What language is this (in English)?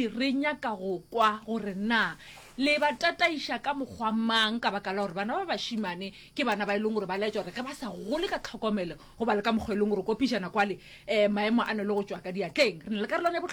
Northern Sotho